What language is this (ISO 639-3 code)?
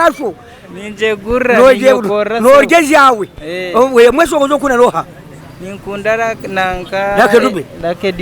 nyn